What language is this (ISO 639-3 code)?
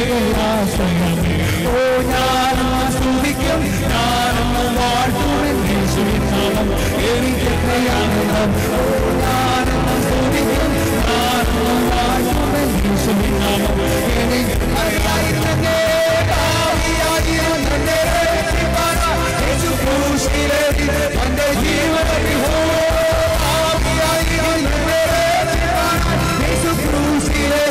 mal